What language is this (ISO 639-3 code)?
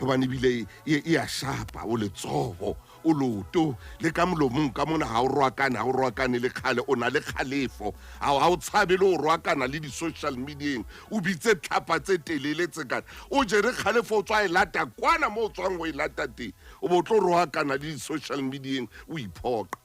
sot